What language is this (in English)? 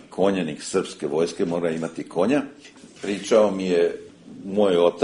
Serbian